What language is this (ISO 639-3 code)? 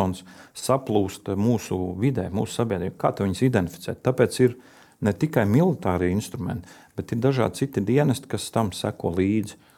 lav